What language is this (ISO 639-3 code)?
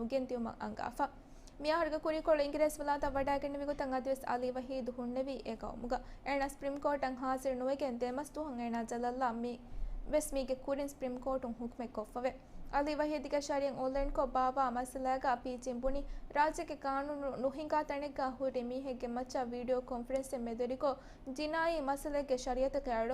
div